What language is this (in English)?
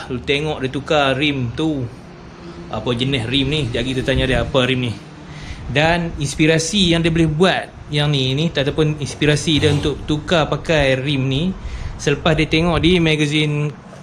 Malay